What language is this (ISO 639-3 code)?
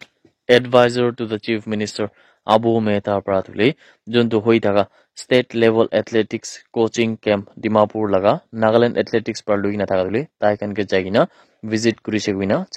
nag